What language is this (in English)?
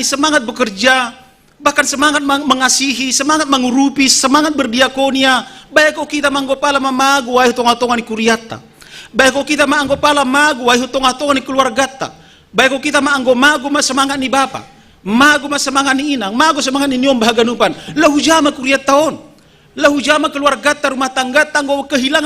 Batak Simalungun